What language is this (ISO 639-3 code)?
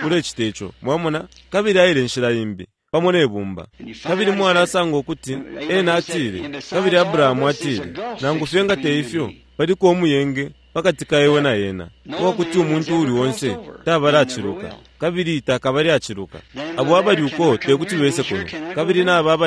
bem